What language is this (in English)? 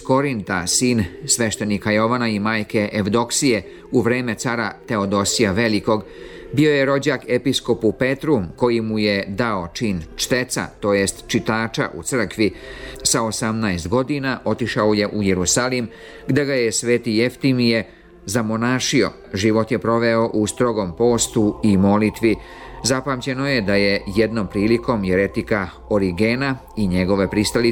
Serbian